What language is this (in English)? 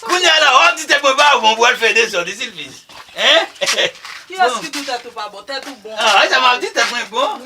Haitian Creole